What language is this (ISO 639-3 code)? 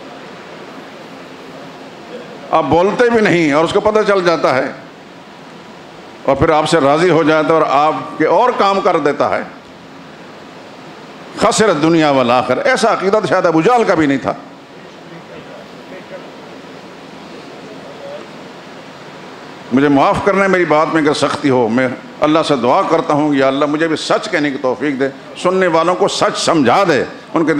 urd